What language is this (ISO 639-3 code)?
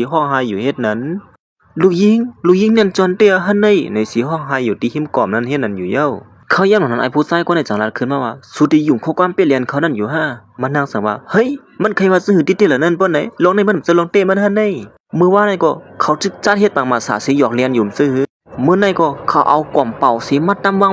shn